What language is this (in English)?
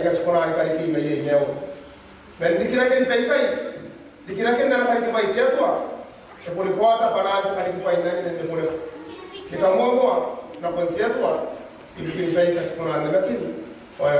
Gilbertese